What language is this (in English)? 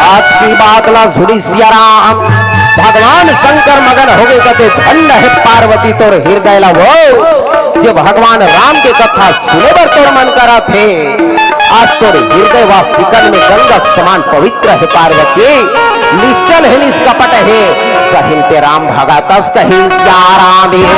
Chhattisgarhi